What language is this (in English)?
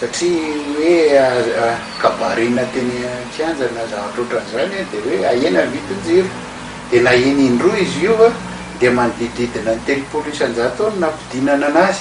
Malagasy